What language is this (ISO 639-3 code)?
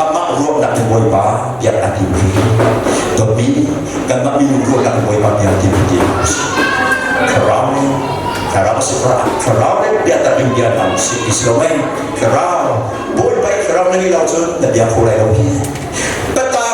cnh